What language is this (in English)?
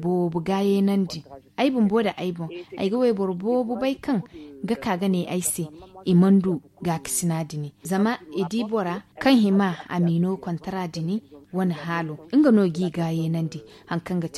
Zarma